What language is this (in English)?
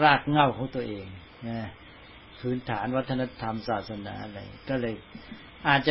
Thai